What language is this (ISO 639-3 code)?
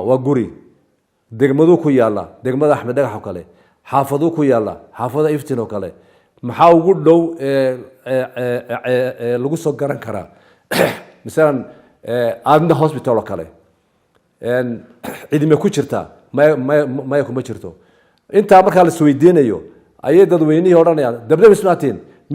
som